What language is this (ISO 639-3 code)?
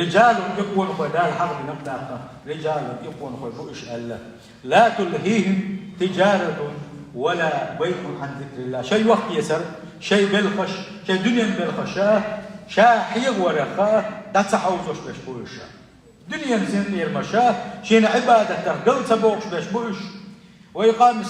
che